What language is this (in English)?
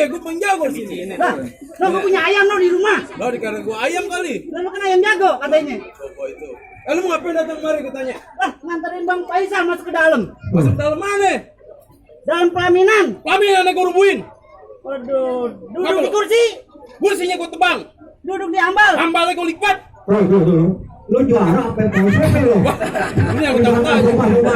Betawi